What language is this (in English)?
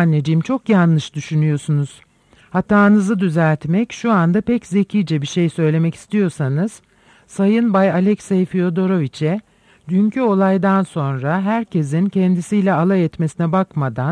Turkish